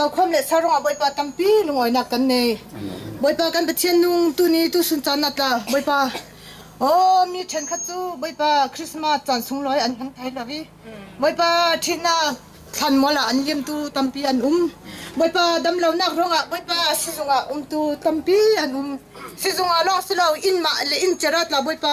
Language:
Hakha Chin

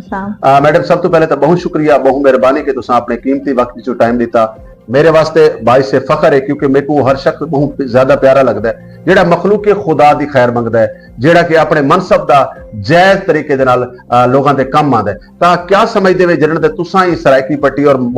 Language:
Saraiki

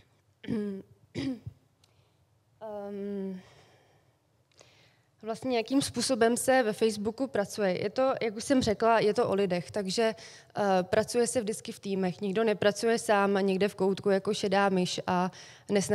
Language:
Czech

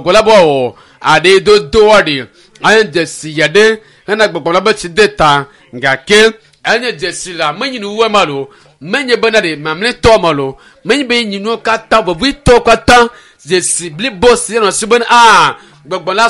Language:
Ewe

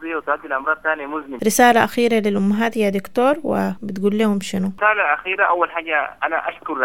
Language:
Sudanese Arabic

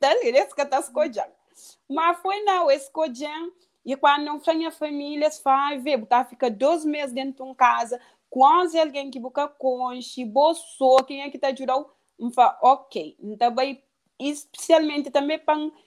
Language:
Kabuverdianu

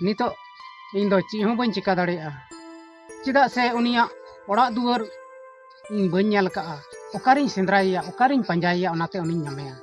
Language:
Santali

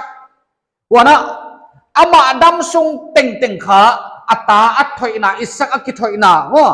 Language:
Paite Chin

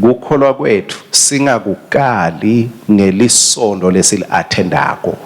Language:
Swati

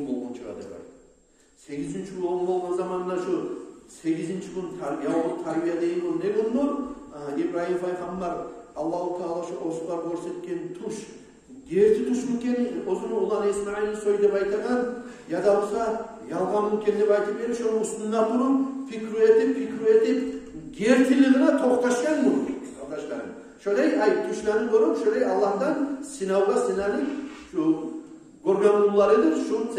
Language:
Kumyk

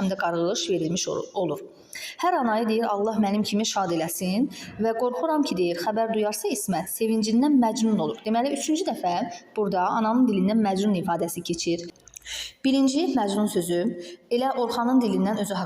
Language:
Azerbaijani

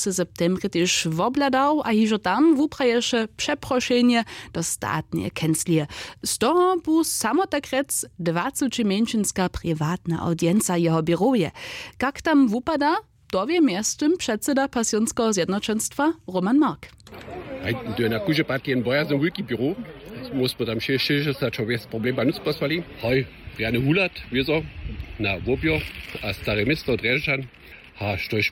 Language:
Upper Sorbian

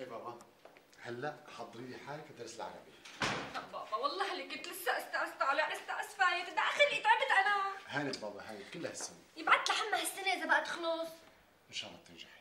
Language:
North Levantine Arabic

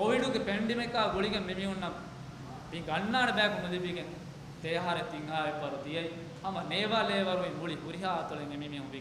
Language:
Divehi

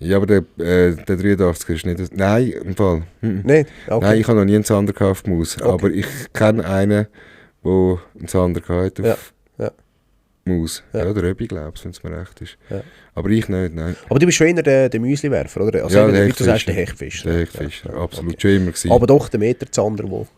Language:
Swiss German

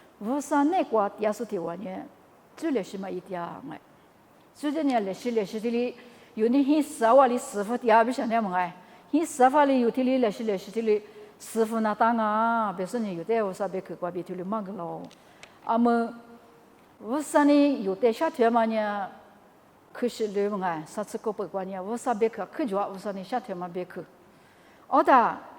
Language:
Lisu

